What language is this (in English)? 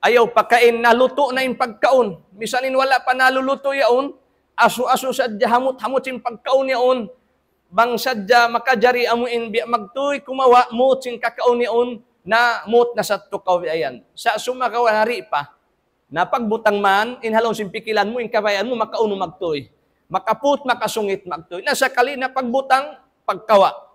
Tausug